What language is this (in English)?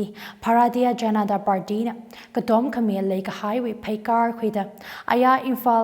Tangkhul Naga (India)